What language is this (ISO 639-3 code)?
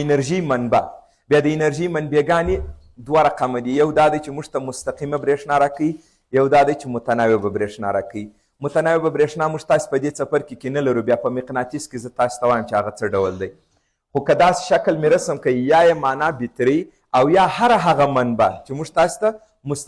pus